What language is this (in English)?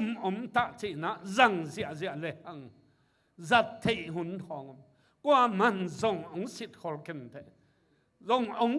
Tedim Chin